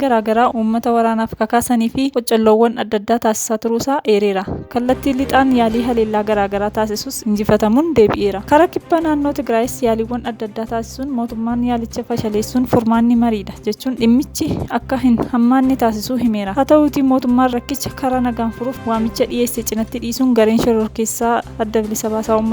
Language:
Oromo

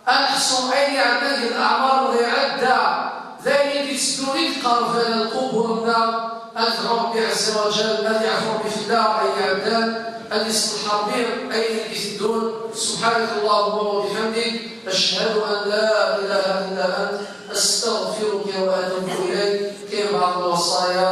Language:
Kabyle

